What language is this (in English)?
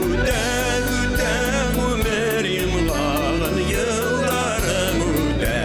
Bashkir